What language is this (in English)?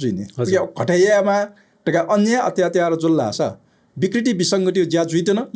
Newari